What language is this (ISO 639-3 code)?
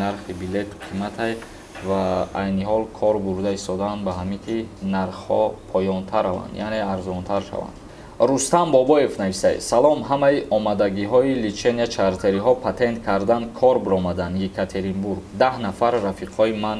tgk